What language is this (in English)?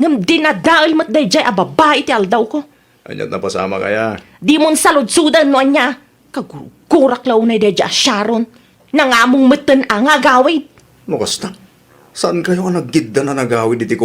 Iloko